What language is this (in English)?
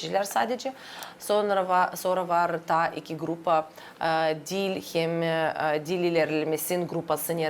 Gagauz